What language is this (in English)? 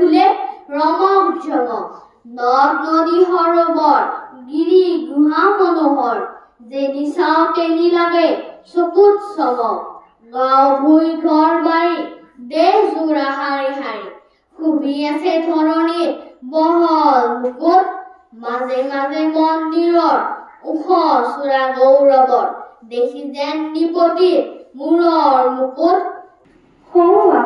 Assamese